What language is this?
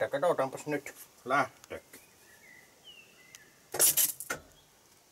Finnish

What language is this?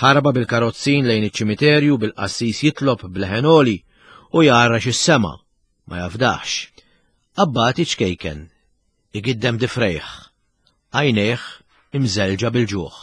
Maltese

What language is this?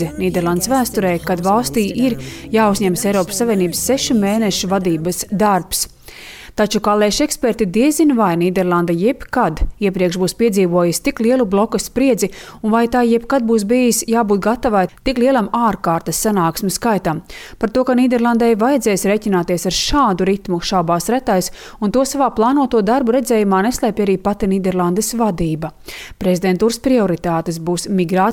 Latvian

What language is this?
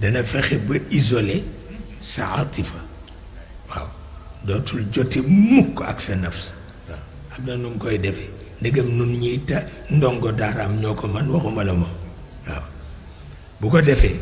Wolof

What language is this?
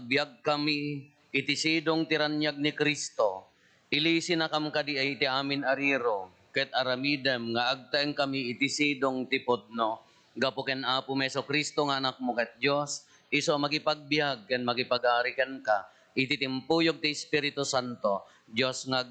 Iloko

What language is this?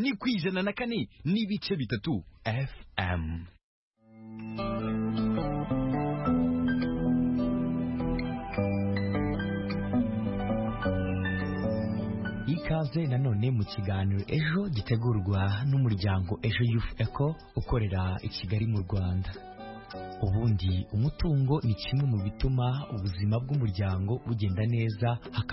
Kinyarwanda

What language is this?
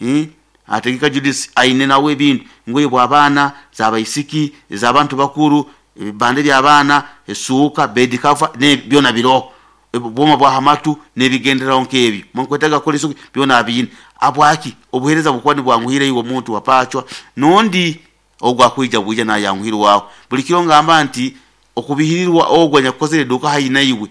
Nyoro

